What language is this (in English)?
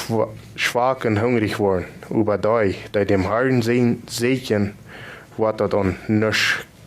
Plautdietsch